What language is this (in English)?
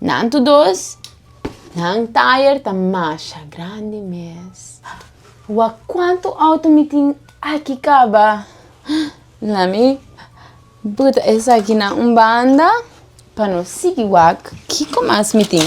Papiamento